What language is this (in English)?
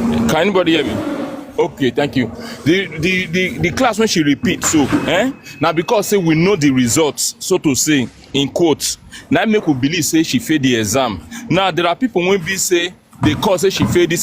Nigerian Pidgin